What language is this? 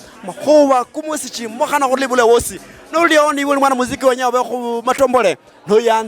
Luyia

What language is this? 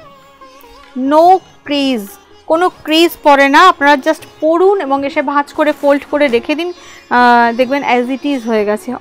Bangla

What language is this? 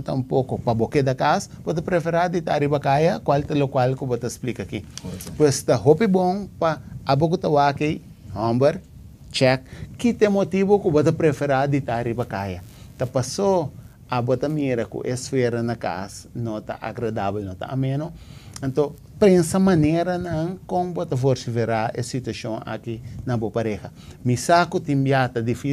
Papiamento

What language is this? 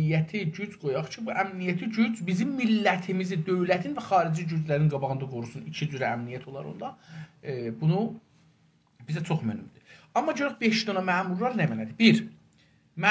South Azerbaijani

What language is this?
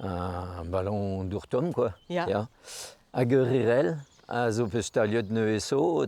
Breton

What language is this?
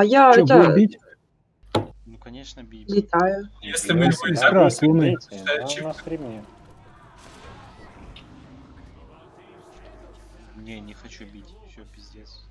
Russian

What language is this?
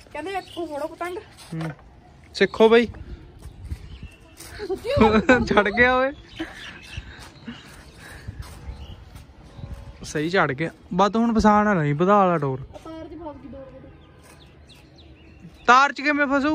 Punjabi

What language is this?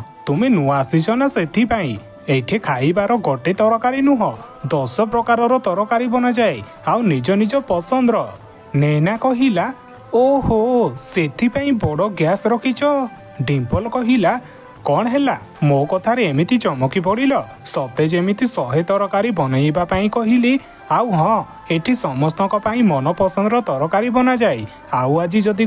Odia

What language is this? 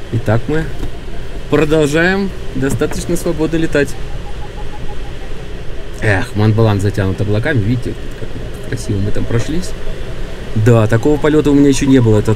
Russian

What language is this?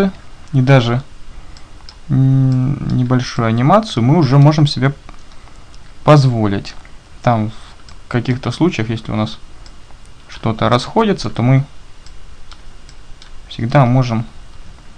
Russian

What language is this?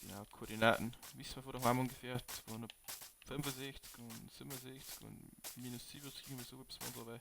Bavarian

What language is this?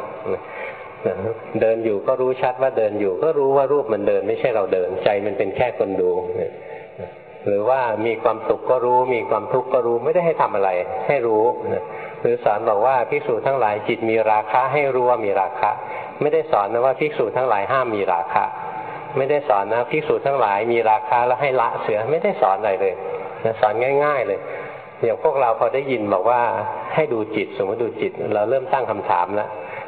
Thai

